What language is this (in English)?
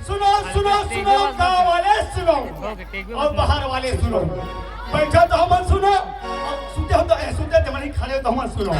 Chhattisgarhi